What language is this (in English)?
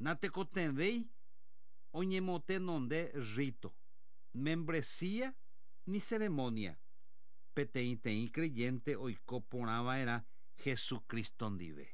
Guarani